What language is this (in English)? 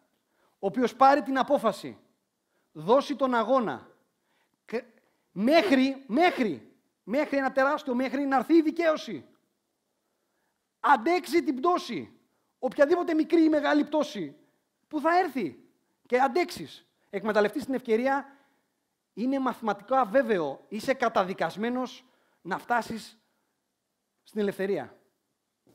Greek